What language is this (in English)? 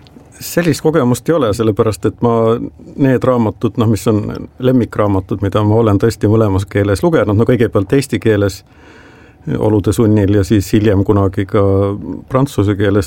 Estonian